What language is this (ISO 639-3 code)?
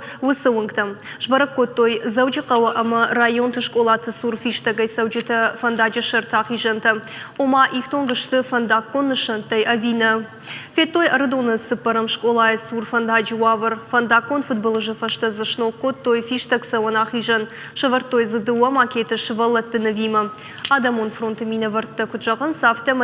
oss